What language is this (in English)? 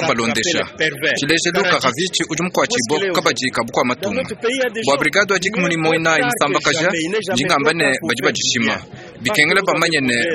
Luba-Lulua